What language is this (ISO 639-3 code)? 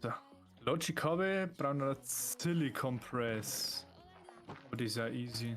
bar